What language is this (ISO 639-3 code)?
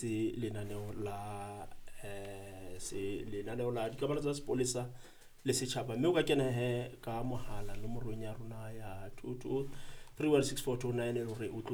sot